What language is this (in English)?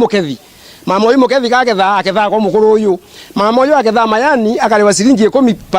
Meru